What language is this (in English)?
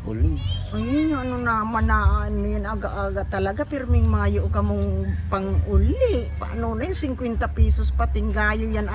Bikol